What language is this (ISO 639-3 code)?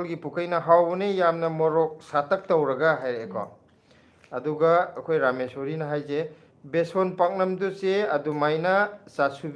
mni